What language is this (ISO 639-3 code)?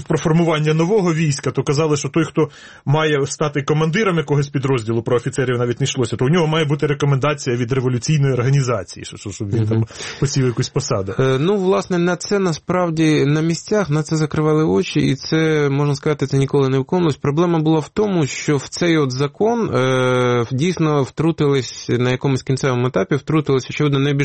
ukr